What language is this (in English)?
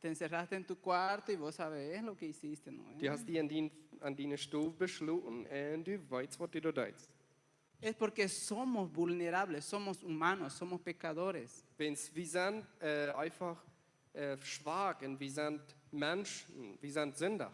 Plautdietsch